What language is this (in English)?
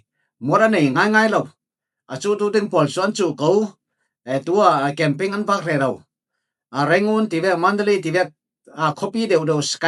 Falam Chin